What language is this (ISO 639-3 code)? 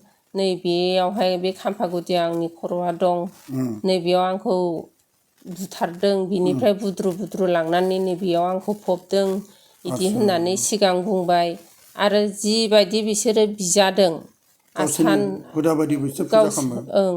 brx